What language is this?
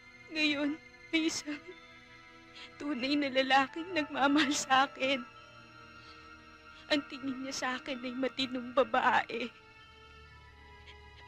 Filipino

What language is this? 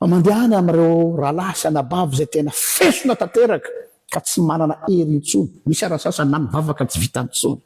Malagasy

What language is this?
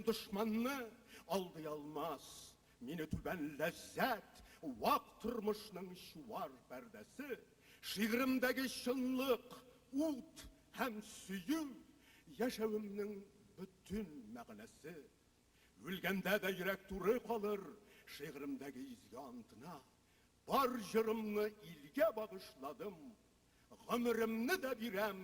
Tatar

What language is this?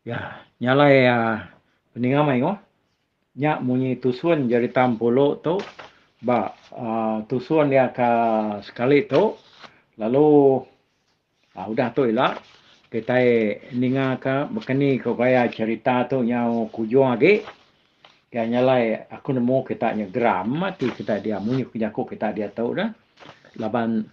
Iban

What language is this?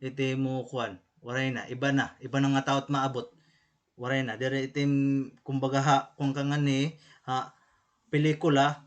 Waray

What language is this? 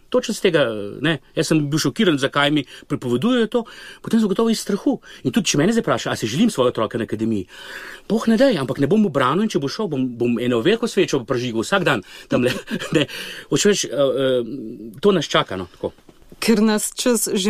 Slovenian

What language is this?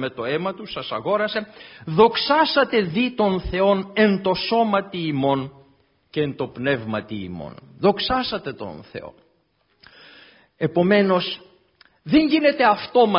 Greek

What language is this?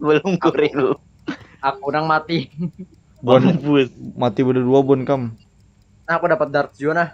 Banjar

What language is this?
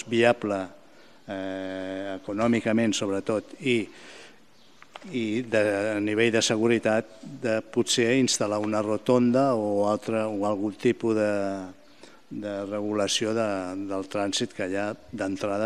Catalan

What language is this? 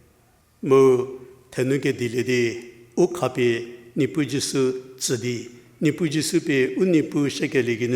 Angami Naga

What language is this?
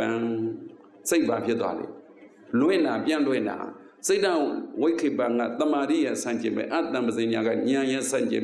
Burmese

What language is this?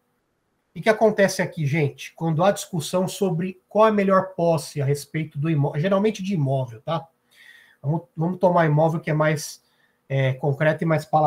Portuguese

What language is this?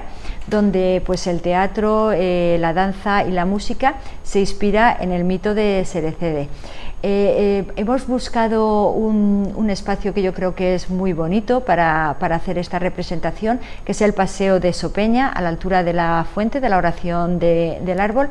Spanish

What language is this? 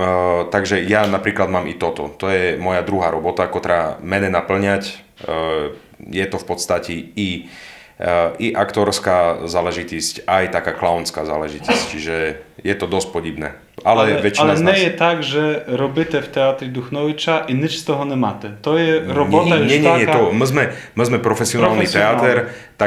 Rusyn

